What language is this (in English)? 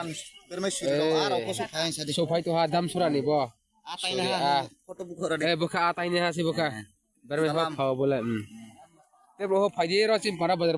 Riang (India)